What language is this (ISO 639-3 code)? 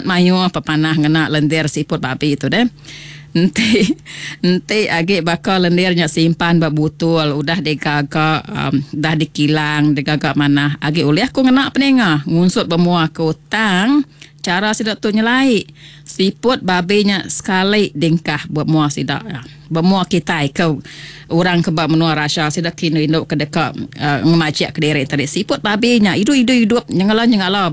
iba